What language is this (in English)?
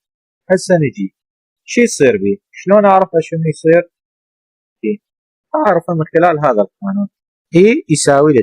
Mesopotamian Arabic